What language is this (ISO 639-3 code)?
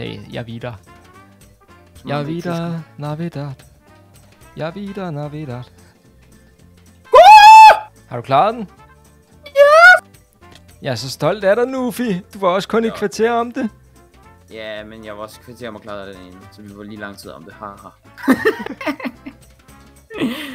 dan